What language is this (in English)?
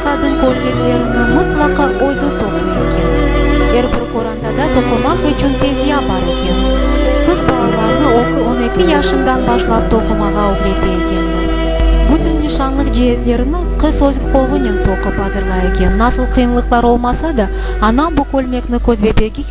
Crimean Tatar